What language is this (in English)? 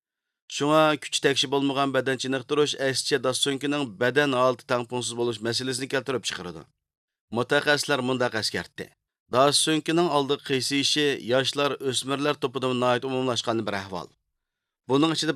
Uyghur